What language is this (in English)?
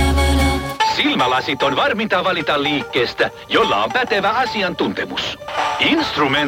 Finnish